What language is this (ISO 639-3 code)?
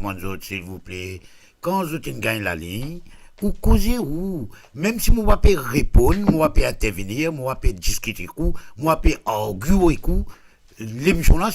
mfe